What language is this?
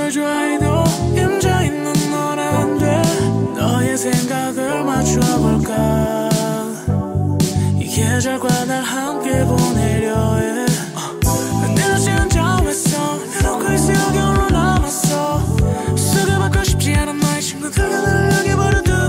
Korean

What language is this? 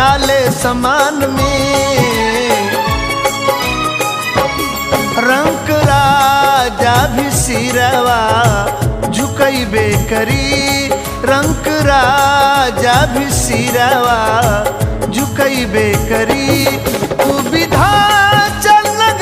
Bhojpuri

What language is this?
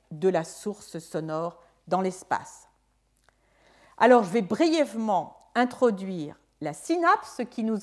French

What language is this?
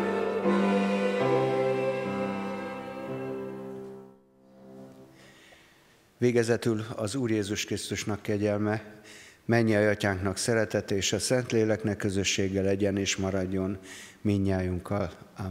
Hungarian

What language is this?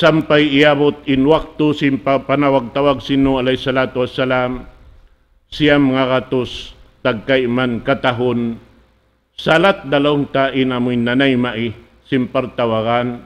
Tausug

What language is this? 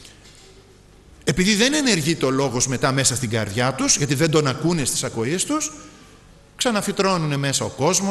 Greek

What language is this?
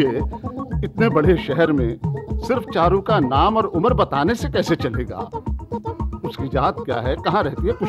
Hindi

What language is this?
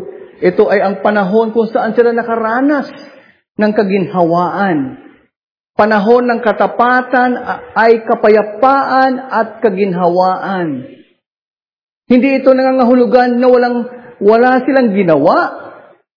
Filipino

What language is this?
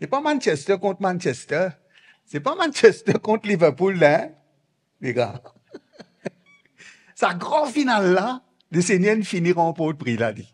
Morisyen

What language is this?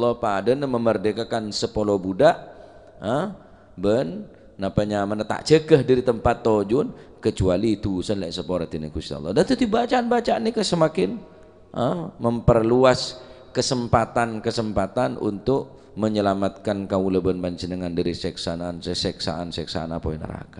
Madurese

